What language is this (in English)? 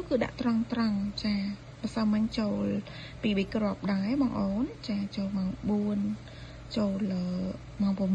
Khmer